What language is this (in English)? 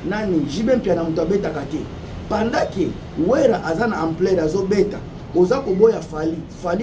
Lingala